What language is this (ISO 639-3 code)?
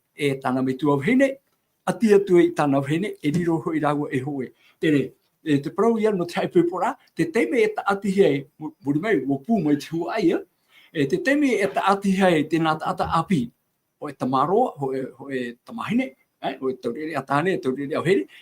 tah